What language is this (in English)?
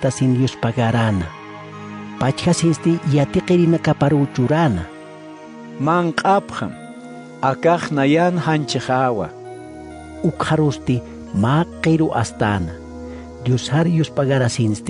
Aymara